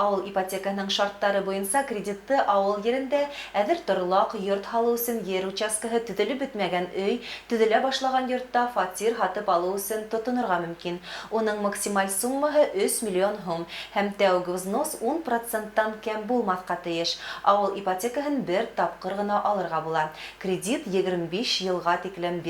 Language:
Bashkir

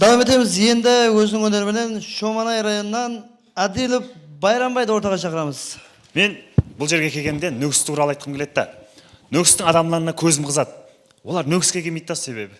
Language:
Kara-Kalpak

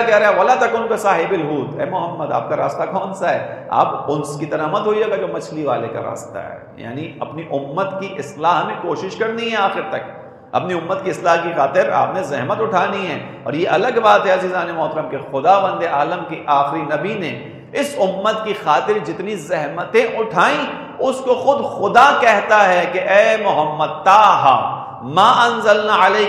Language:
Urdu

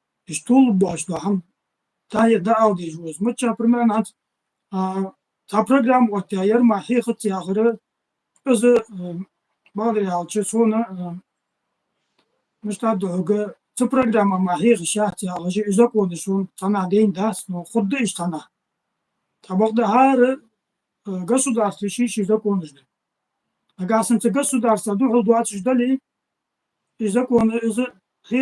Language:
Ingush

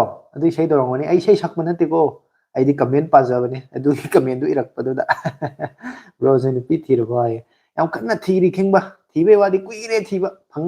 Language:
Manipuri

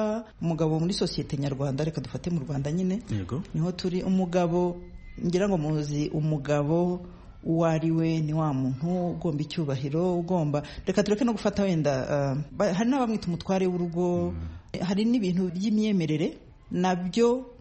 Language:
Kinyarwanda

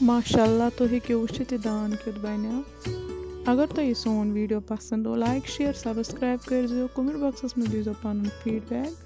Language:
Kashmiri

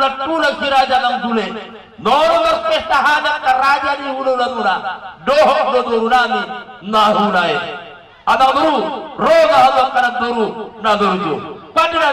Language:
Batak Toba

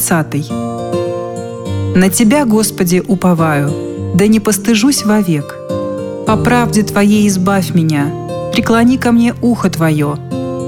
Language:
Russian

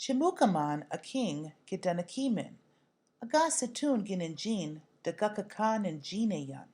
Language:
Chippewa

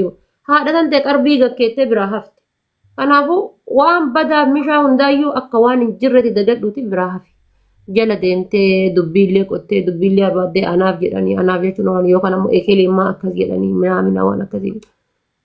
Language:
Oromo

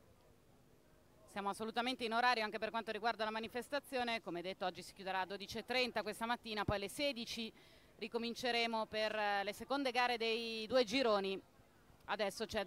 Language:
Italian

